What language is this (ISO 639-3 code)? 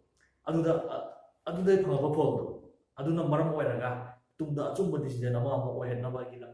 mni